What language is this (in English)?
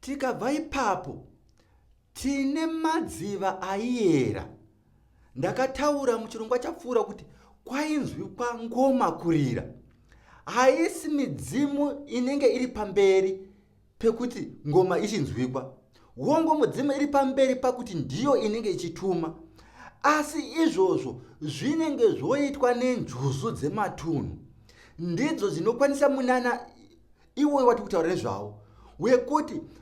Shona